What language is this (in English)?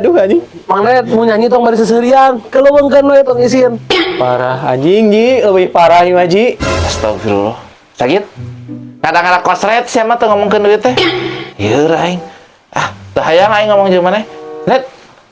Sundanese